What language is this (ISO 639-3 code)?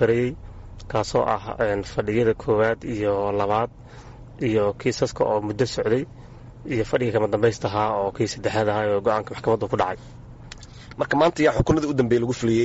som